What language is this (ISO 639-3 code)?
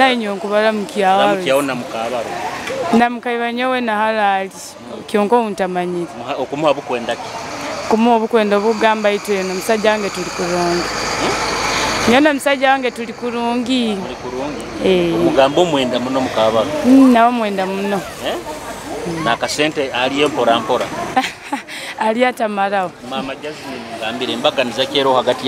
nyo